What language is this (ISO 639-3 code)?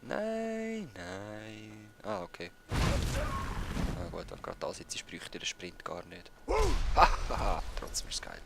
gsw